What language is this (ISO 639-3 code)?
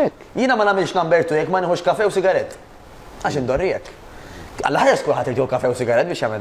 mlt